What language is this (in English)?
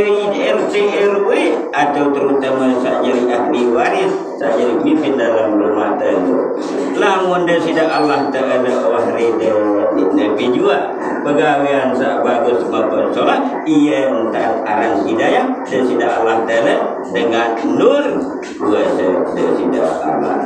Sasak